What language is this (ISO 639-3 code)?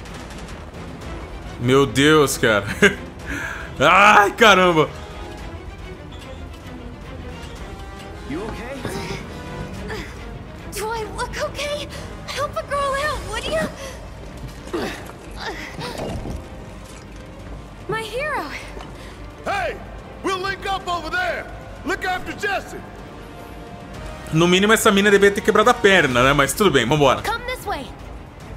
por